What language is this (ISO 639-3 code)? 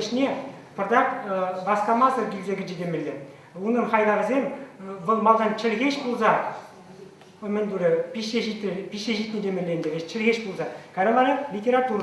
chv